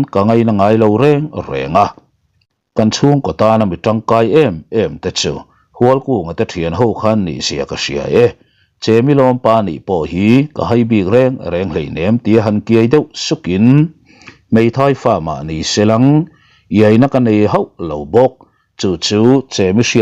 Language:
Mizo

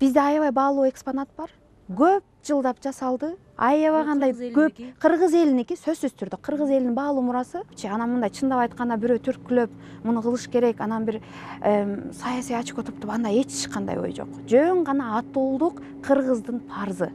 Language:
Kyrgyz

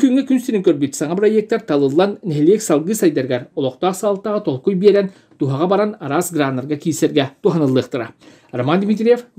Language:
Yakut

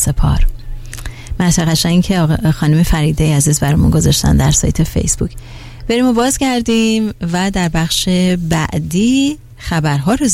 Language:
Persian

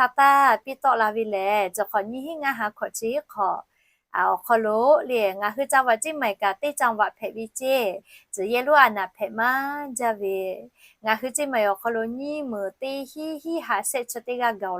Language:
Lahu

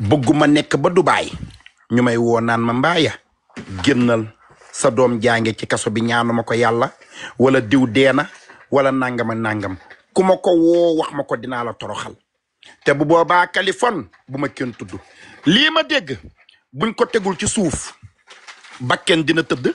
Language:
Wolof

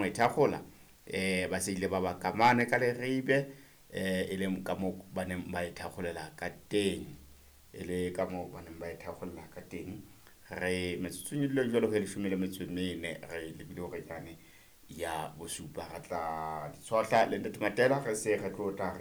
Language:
Southern Sotho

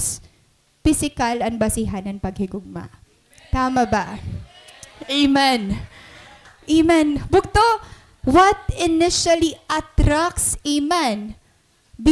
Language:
Waray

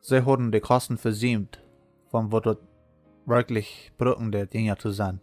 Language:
Plautdietsch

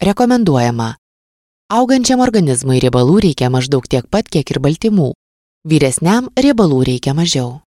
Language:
Lithuanian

